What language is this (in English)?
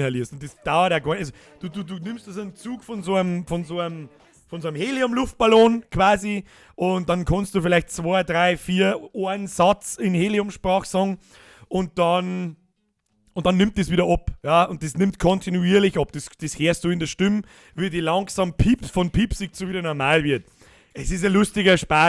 Bavarian